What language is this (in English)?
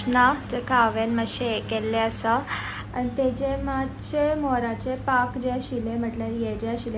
Konkani